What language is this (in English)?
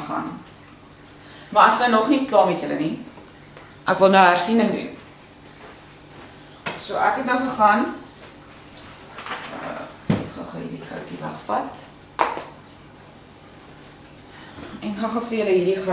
Afrikaans